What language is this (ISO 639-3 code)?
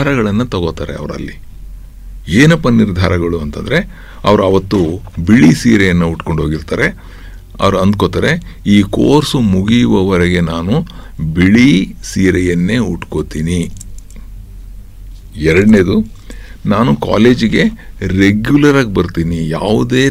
kan